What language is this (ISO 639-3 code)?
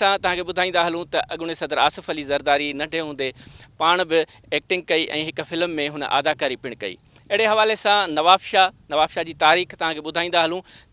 snd